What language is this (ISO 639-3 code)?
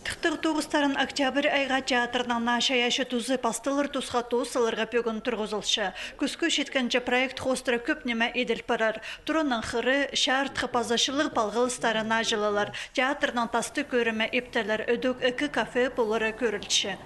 kjh